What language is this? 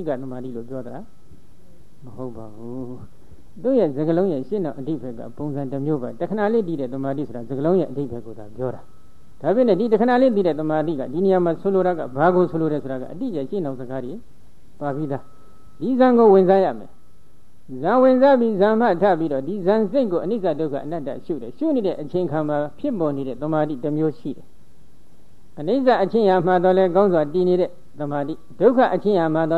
Burmese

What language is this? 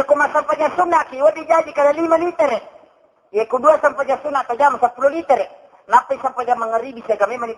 Buginese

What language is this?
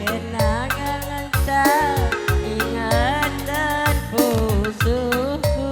Batak Karo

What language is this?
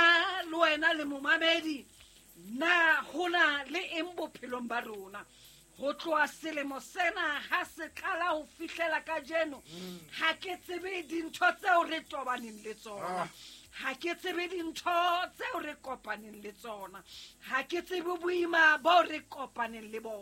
Southern Sotho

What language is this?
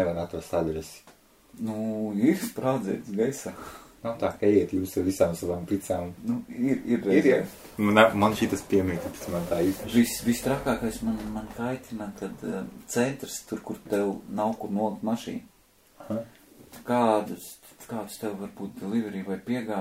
Latvian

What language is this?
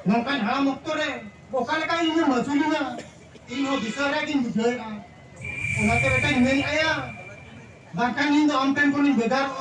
Santali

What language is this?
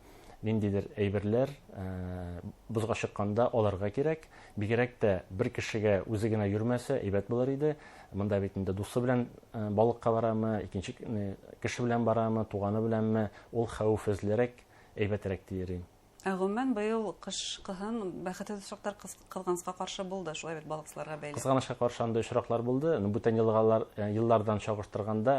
Bashkir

